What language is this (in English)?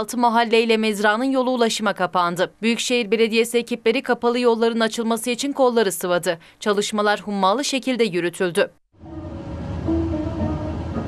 Turkish